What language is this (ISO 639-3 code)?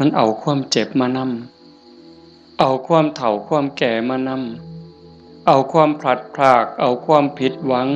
tts